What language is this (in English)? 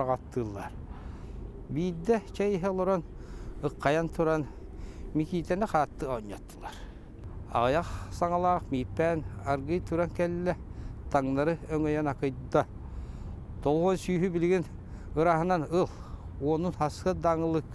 Yakut